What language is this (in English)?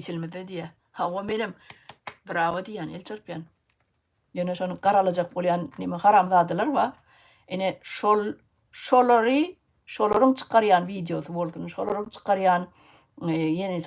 Turkmen